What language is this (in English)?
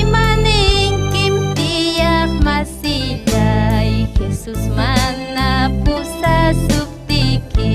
Ayacucho Quechua